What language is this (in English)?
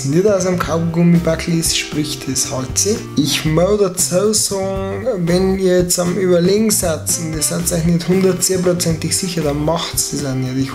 Bavarian